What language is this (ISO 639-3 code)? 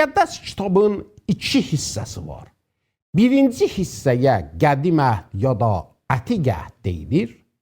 azb